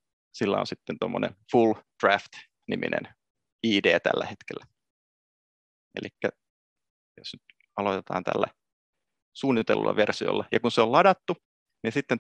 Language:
Finnish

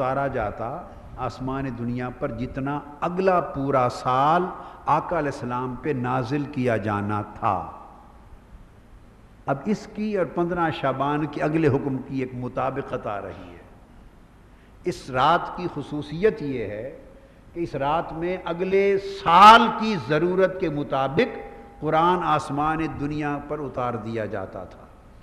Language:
Urdu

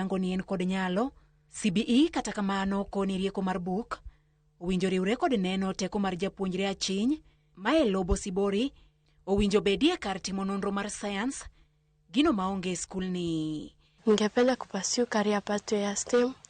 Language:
Luo (Kenya and Tanzania)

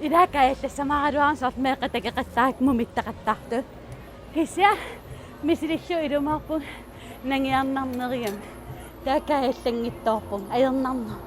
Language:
Kalaallisut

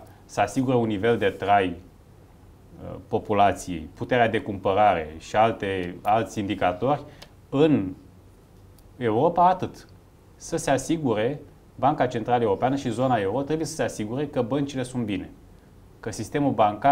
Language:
Romanian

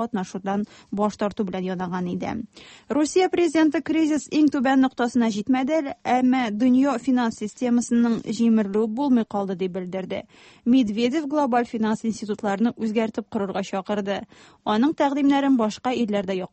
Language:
Tatar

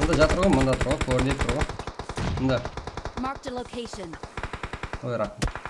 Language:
Kara-Kalpak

